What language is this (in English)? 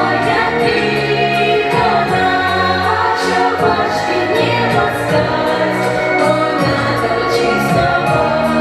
Chuvash